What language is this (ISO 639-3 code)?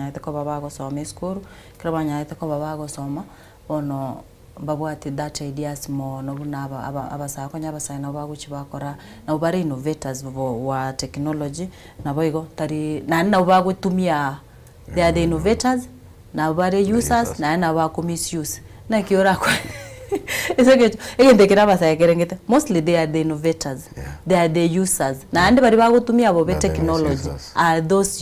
guz